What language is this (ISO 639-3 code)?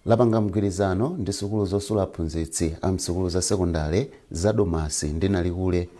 nya